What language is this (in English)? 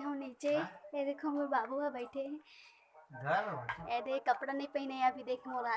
Chhattisgarhi